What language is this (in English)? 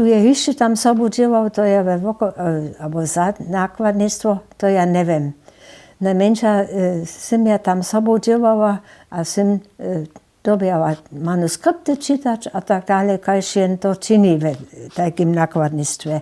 Upper Sorbian